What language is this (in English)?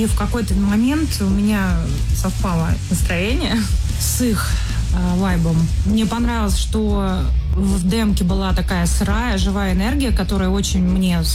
Russian